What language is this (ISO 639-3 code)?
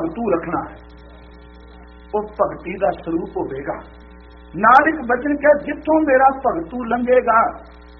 pan